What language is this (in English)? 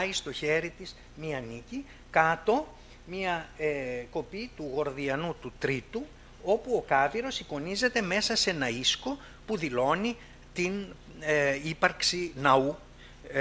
Greek